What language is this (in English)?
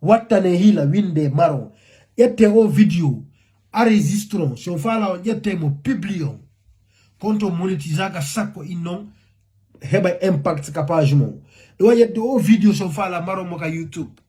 Fula